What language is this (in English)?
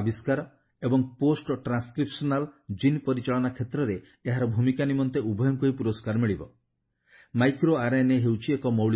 Odia